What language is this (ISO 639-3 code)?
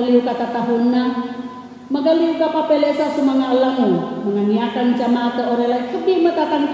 sxn